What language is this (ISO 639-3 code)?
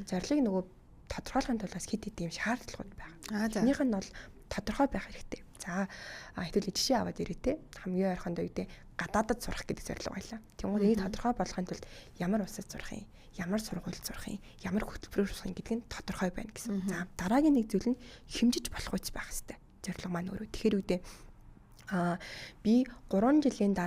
mon